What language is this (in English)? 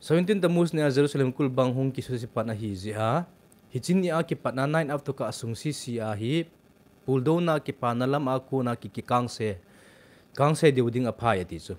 Thado Chin